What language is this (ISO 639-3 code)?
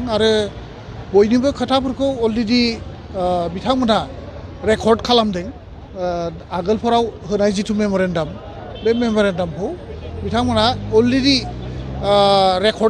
brx